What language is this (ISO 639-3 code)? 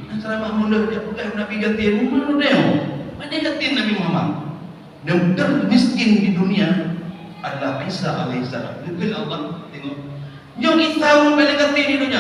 ace